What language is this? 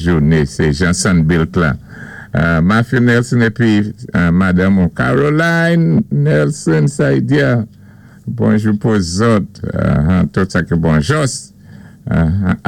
Saint Lucian Creole French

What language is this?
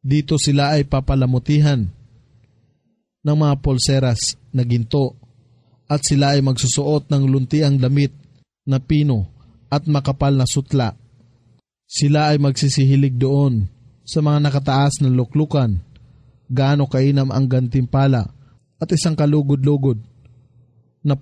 Filipino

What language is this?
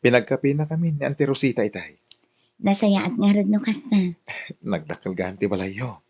Iloko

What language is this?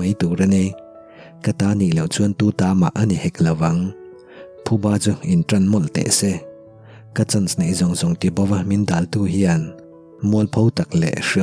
Mizo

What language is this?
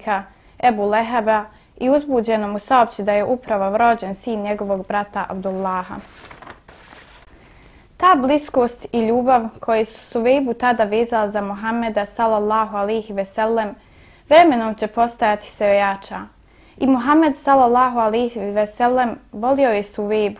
Bosnian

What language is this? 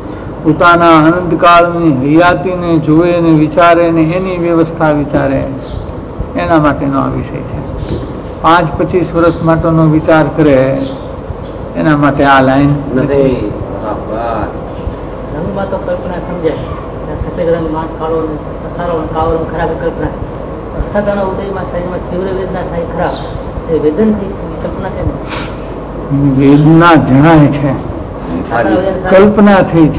Gujarati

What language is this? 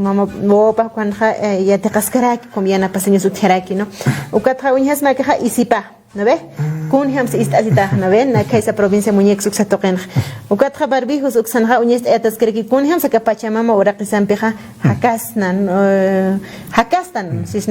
Aymara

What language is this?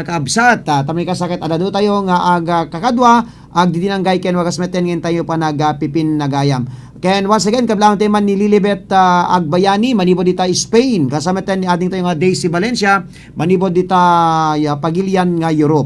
Iloko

